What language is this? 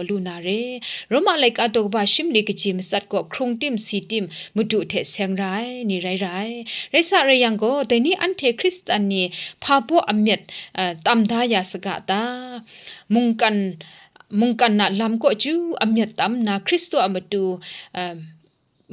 Kachin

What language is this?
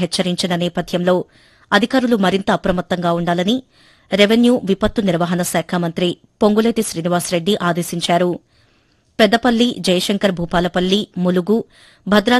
Telugu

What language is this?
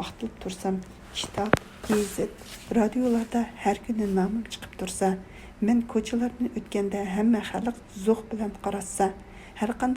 Uyghur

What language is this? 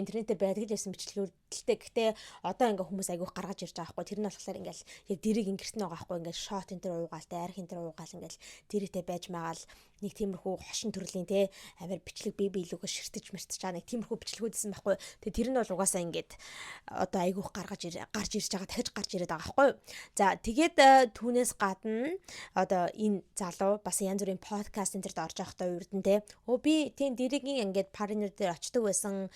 Mongolian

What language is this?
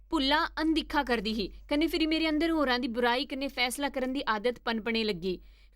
Dogri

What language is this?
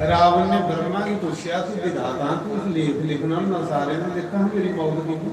Dogri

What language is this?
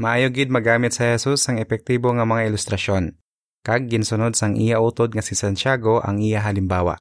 Hiligaynon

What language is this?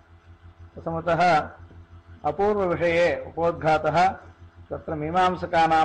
Sanskrit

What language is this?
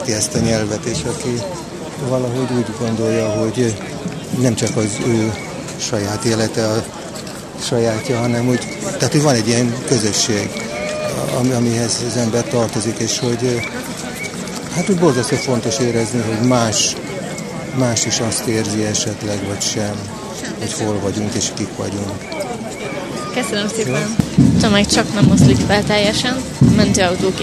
Hungarian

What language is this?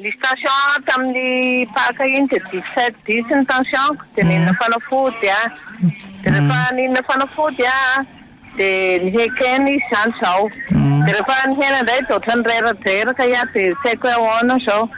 Malagasy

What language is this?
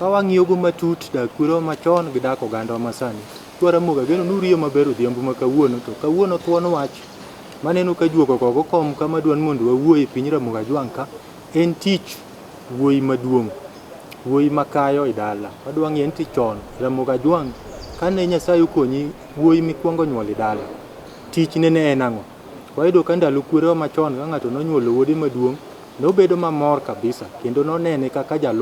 Luo (Kenya and Tanzania)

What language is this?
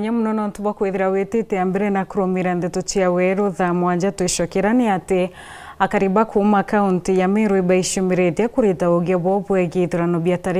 Meru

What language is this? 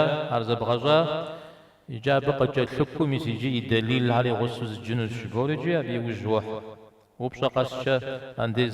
Kabardian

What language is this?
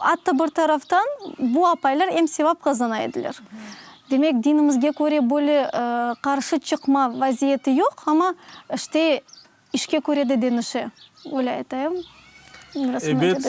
Crimean Tatar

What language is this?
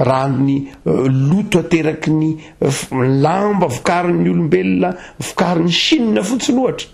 Malagasy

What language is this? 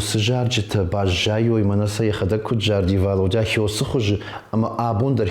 Ossetic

